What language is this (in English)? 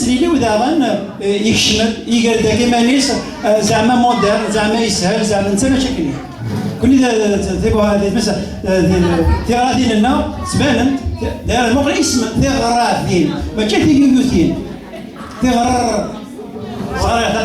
Kabyle